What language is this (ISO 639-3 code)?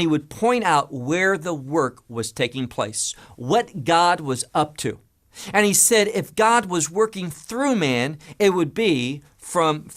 eng